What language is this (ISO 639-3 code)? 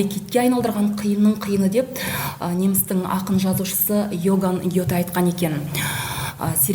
kaz